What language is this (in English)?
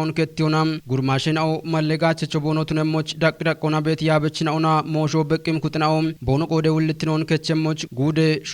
Kafa